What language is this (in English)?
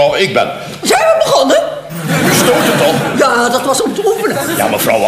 Dutch